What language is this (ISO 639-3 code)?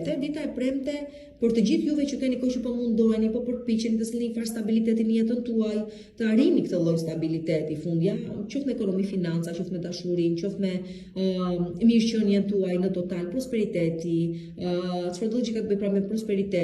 sqi